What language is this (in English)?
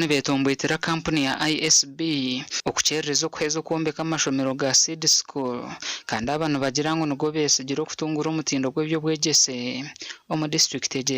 Nyankole